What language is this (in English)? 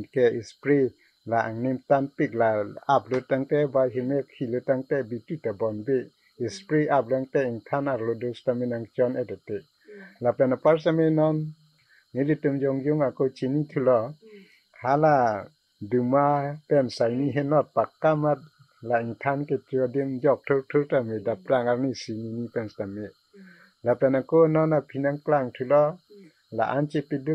Karbi